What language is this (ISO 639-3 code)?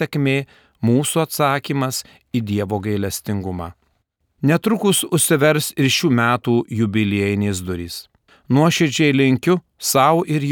lit